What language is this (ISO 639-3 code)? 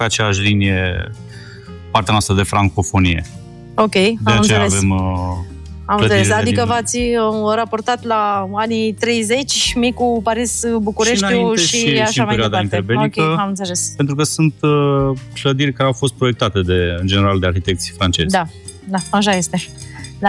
ron